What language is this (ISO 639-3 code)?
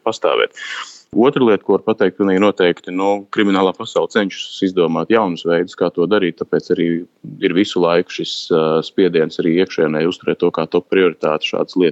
lav